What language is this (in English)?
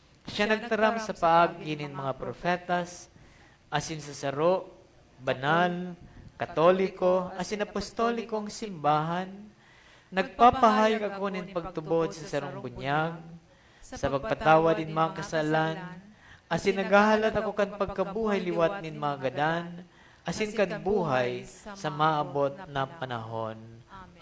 Bikol